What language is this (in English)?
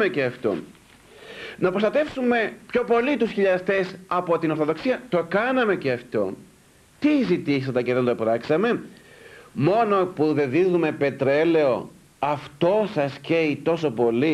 Greek